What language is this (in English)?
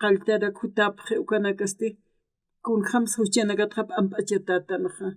Aymara